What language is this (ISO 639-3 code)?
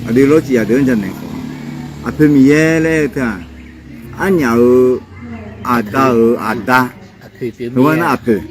ahk